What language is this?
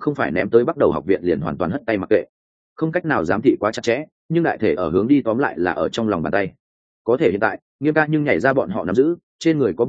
Vietnamese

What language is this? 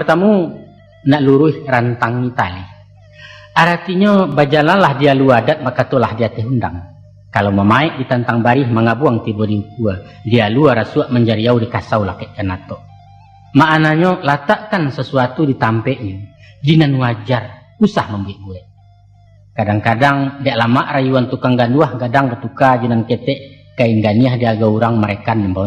Minangkabau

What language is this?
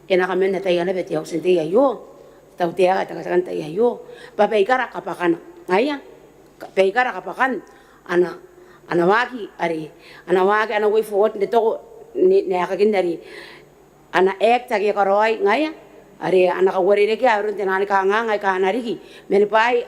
Gilbertese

